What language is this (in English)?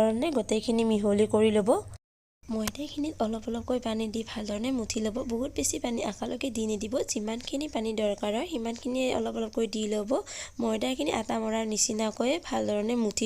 Assamese